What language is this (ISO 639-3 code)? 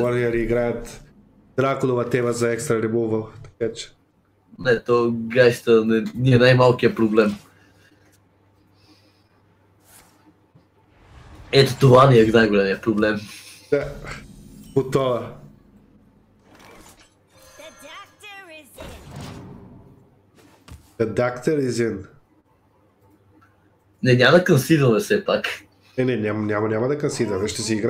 bul